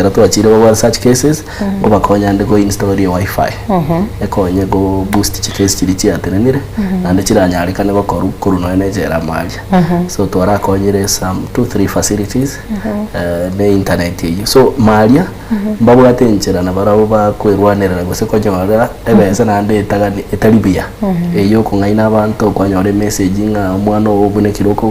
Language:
Gusii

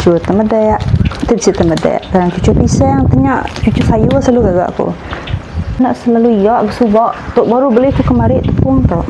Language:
Iban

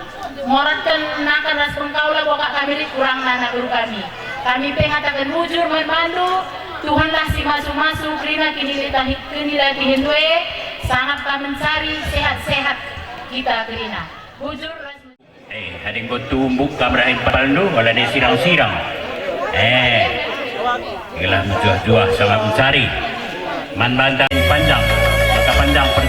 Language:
Batak Karo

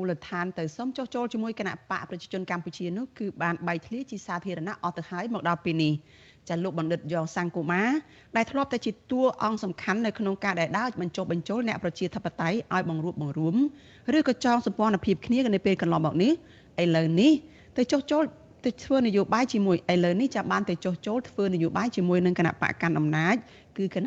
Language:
Khmer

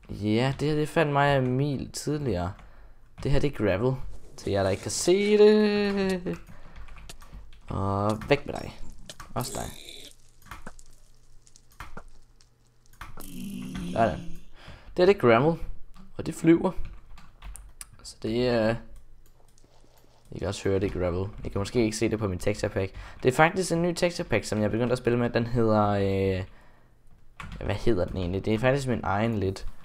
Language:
Danish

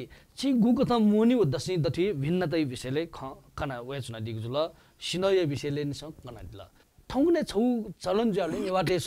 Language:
Newari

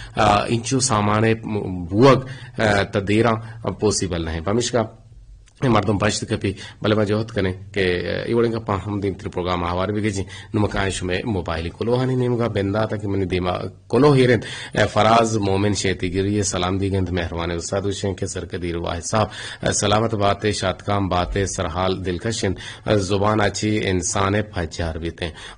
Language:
Eastern Balochi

